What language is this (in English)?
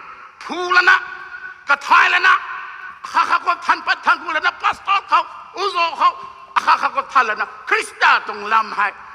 Rongmei Naga